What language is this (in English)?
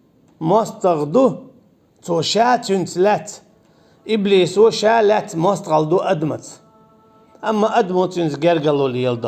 Chechen